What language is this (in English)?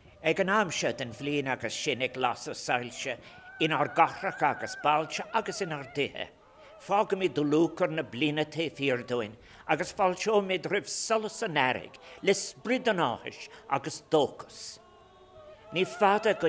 Irish